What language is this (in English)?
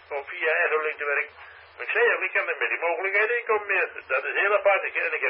Dutch